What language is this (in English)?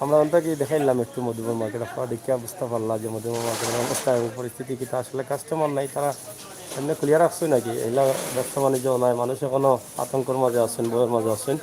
Sylheti